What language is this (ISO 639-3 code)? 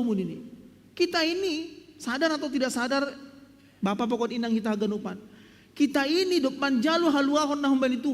bts